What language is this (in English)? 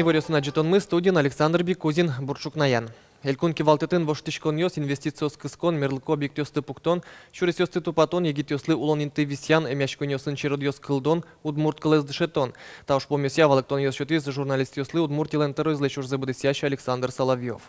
Udmurt